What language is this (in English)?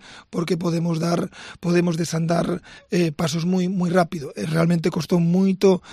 Galician